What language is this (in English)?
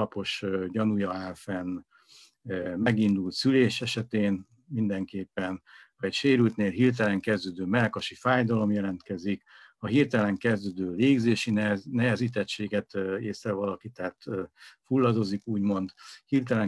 Hungarian